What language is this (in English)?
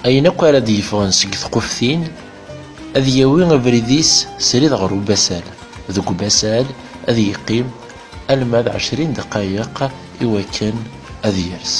Kabyle